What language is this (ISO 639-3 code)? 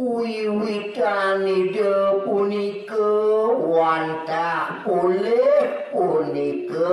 ban